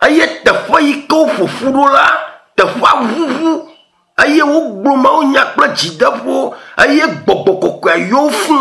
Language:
Ewe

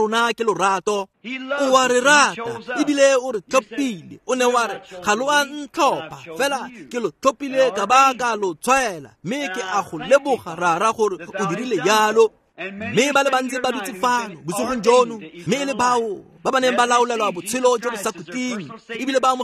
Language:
Tswana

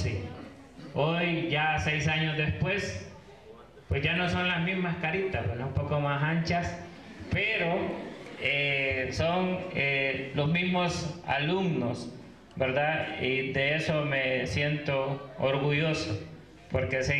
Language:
Spanish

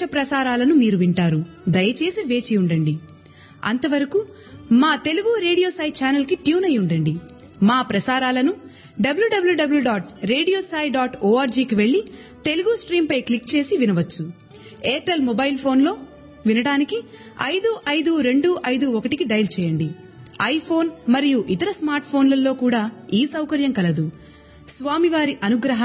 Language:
Telugu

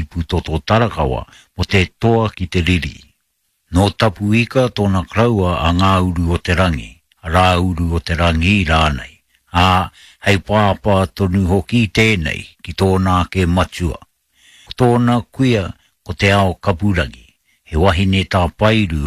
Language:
Māori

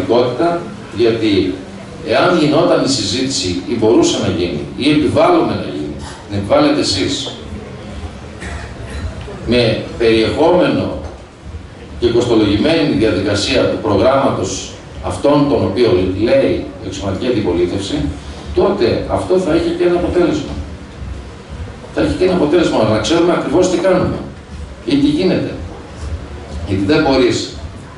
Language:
Greek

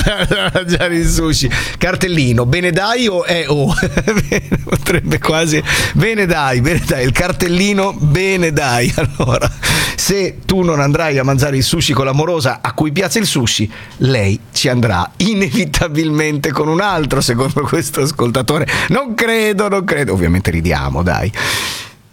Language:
Italian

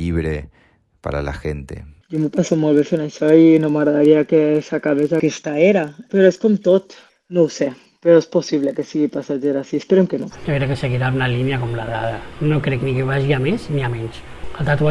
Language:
Catalan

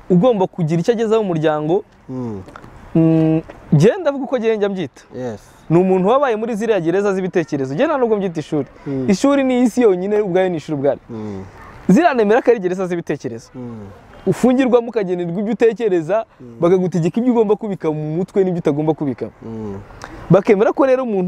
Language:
Kinyarwanda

